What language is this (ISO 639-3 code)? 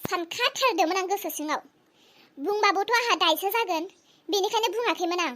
brx